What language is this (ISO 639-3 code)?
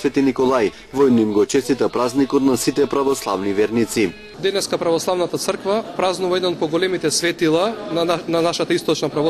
mkd